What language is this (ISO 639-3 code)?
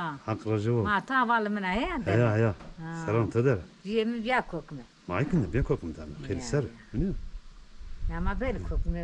zza